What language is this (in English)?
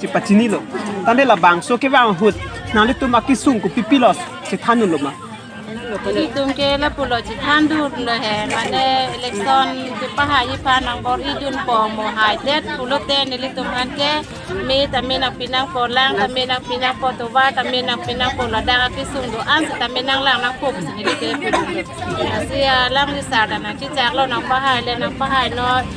Karbi